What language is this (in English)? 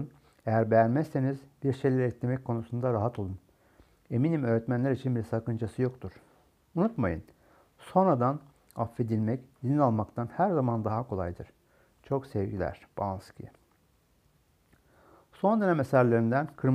Turkish